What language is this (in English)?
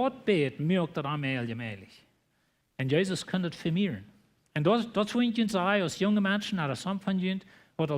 Plautdietsch